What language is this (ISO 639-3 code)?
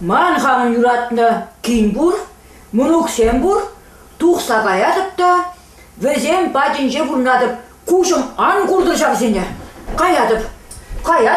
chv